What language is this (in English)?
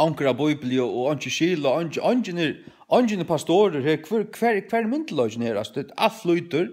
Faroese